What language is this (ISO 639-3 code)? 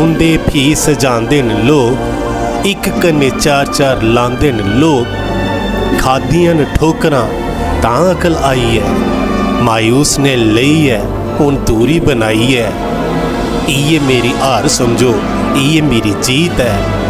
doi